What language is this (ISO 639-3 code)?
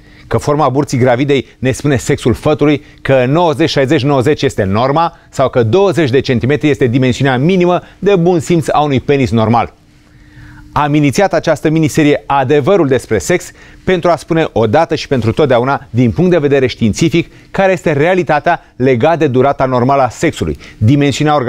ron